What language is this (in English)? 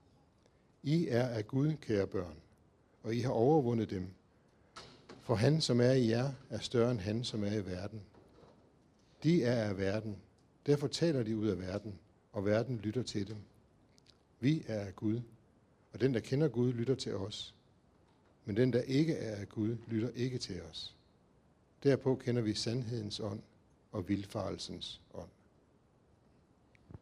Danish